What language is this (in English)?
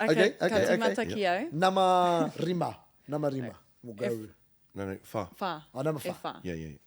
Māori